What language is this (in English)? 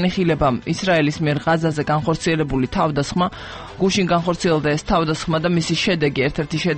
Georgian